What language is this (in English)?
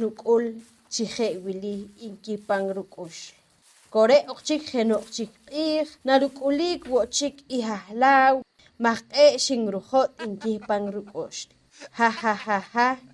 Poqomchi'